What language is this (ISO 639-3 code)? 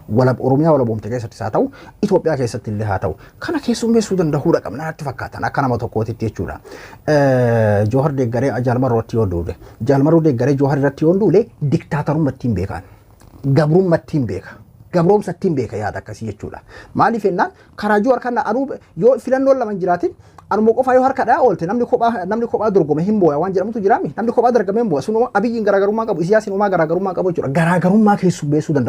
orm